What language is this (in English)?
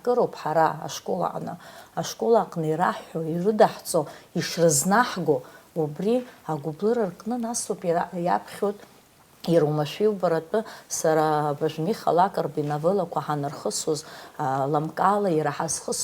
Abkhazian